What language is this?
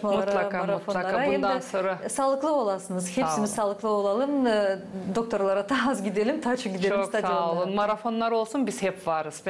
Gagauz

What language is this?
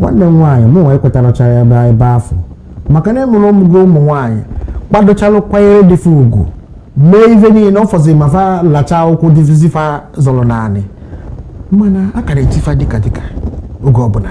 Igbo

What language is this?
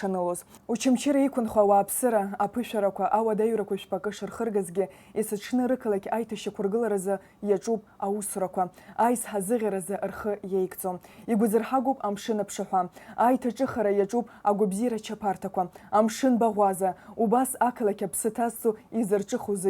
Abkhazian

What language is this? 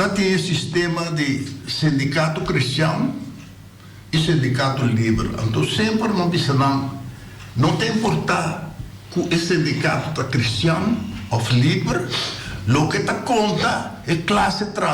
Papiamento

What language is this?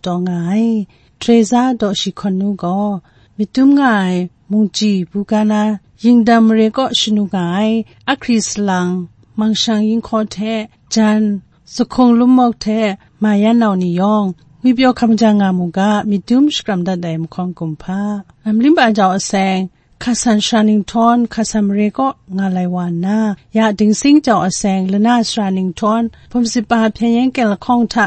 Kachin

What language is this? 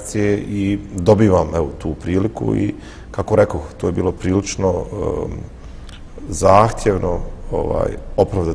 Bosnian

